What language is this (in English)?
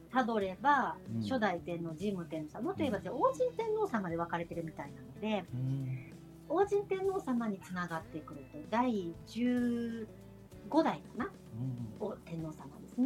Japanese